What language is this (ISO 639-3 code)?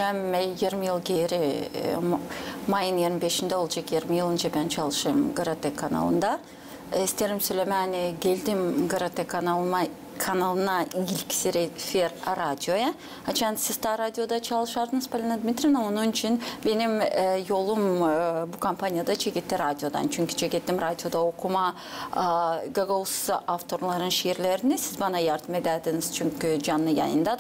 gag